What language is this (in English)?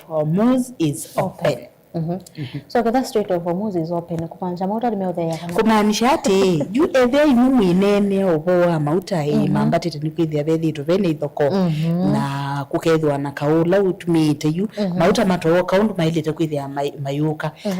Kamba